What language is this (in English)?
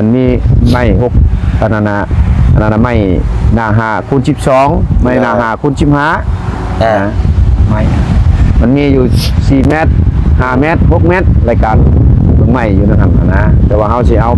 Northeastern Thai